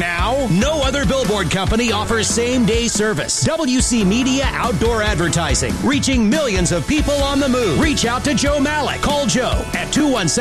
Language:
English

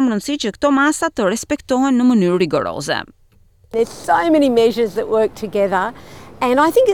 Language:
Albanian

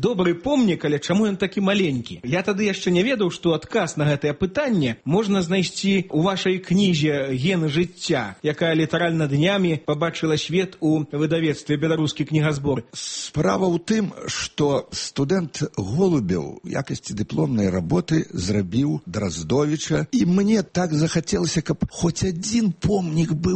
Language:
Belarusian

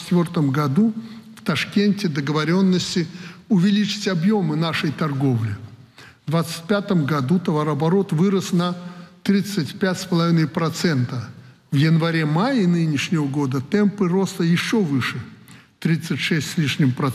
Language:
Russian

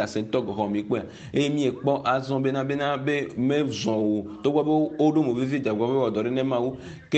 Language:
Ewe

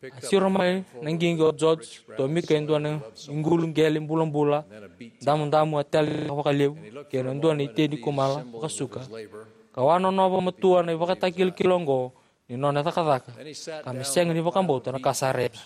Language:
Fijian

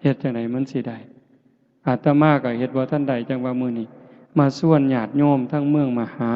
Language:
Northeastern Thai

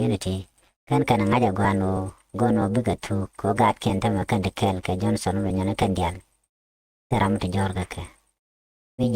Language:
Nuer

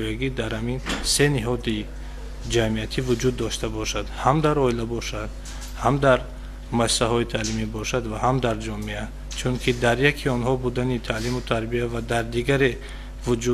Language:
Tajik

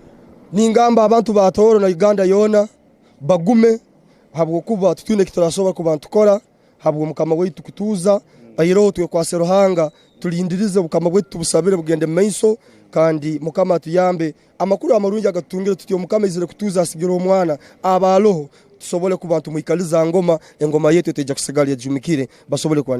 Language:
Tooro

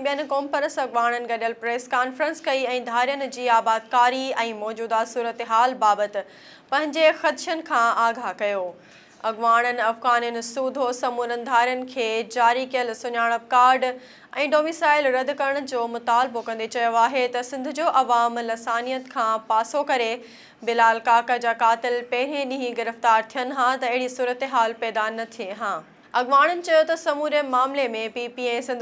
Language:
Sindhi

